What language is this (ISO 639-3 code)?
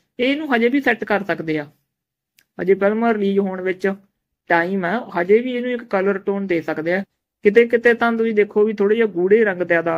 pan